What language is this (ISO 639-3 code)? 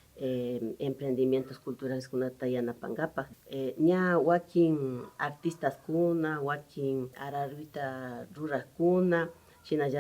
qvi